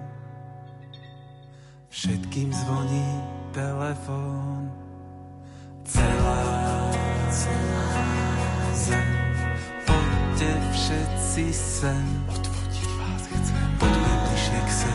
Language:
Slovak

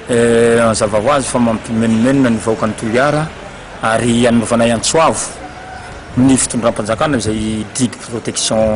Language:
Malagasy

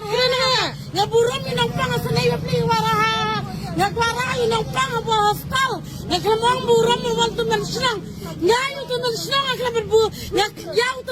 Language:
Khasi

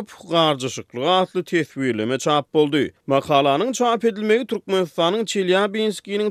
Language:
Turkmen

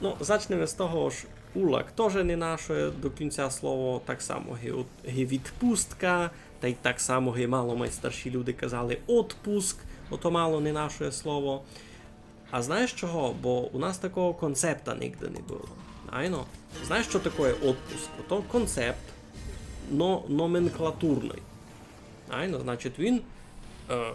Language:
Rusyn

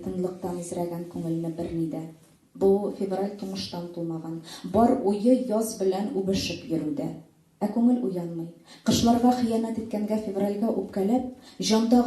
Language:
Tatar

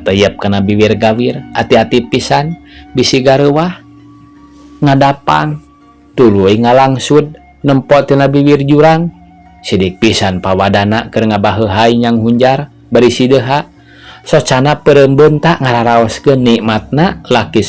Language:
Sundanese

